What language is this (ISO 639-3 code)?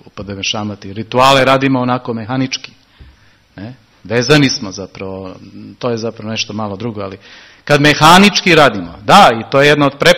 srp